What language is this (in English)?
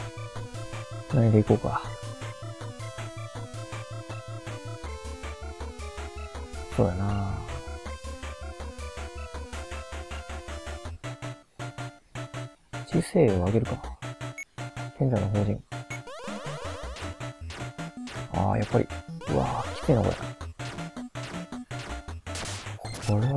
Japanese